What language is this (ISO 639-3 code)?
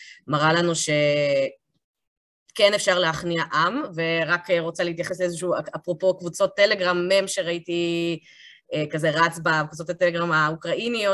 heb